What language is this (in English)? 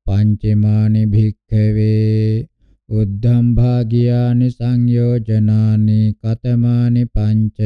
Pali